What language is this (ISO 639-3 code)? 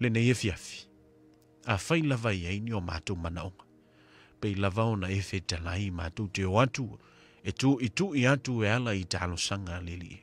smo